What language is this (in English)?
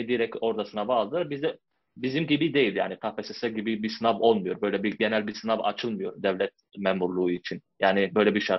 Turkish